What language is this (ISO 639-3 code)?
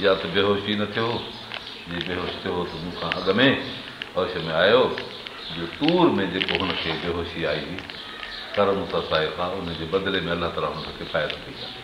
snd